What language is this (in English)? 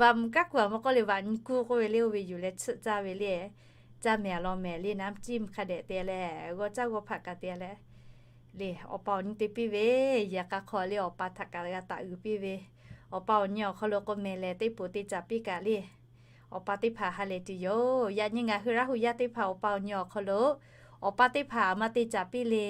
Lahu